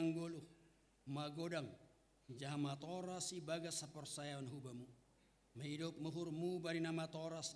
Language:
Batak Simalungun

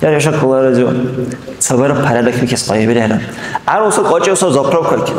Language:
Dargwa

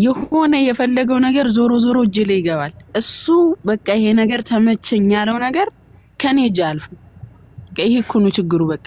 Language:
Amharic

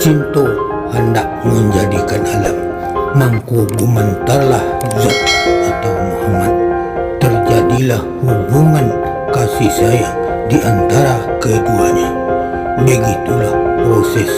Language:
Minangkabau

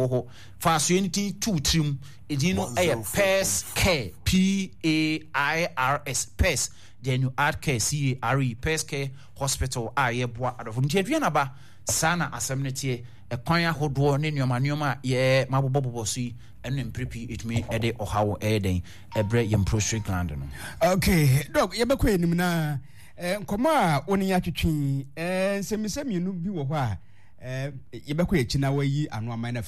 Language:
Akan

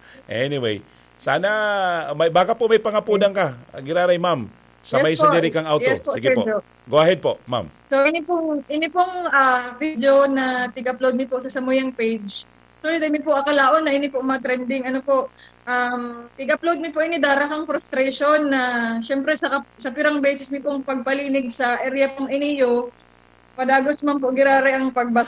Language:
Bikol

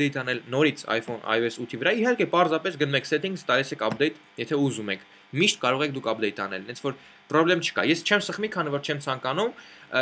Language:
Armenian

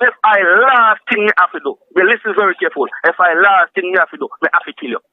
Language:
Jamaican Creole English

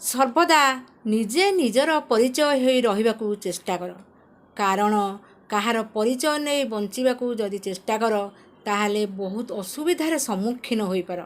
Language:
Odia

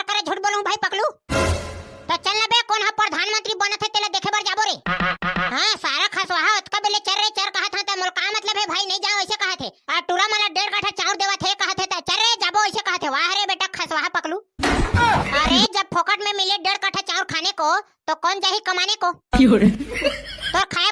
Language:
Chhattisgarhi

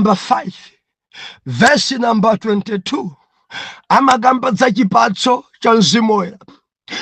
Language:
Nyanja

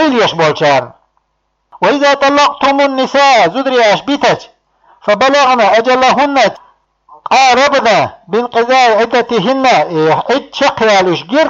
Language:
Chechen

